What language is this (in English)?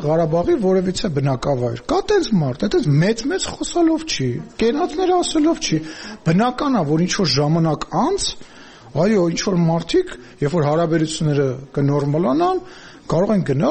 Armenian